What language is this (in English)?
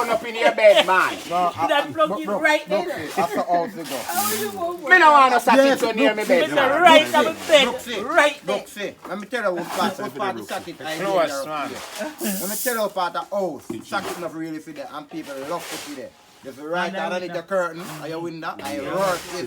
Jamaican Creole English